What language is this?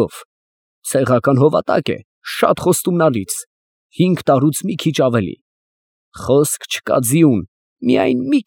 Armenian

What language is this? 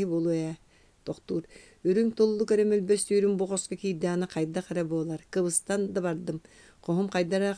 Yakut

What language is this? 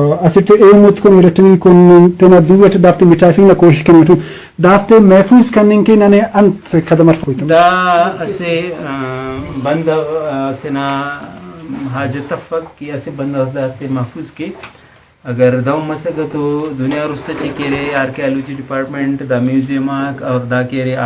Brahui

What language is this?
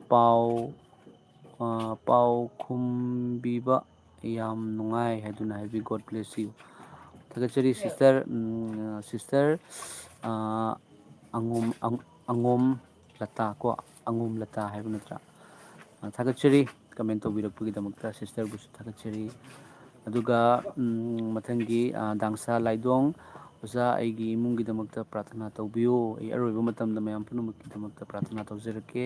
Manipuri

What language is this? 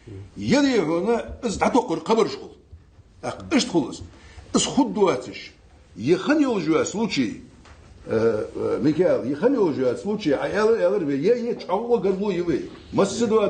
Ingush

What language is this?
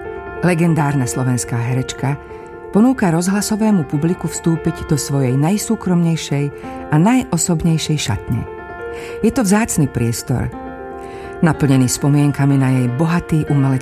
Slovak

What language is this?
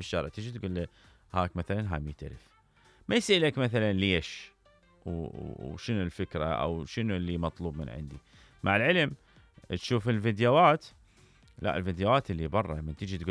Mesopotamian Arabic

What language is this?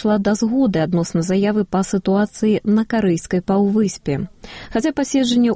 Belarusian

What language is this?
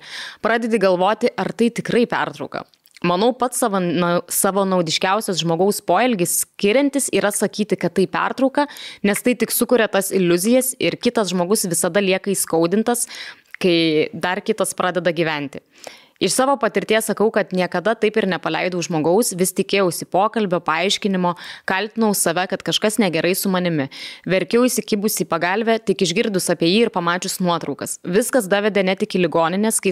Lithuanian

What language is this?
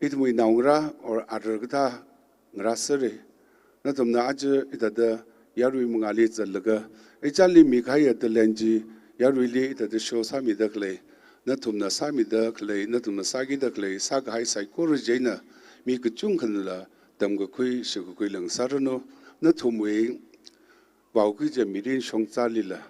Tangkhul Naga (India)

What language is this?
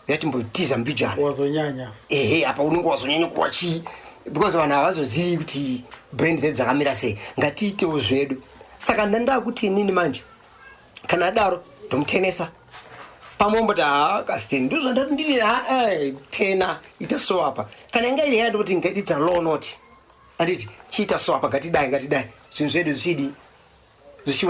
Shona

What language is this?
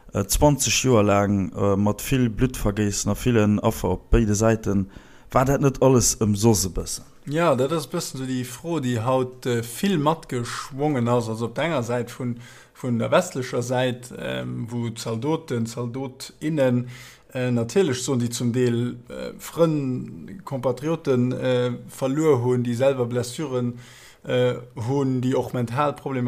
Luxembourgish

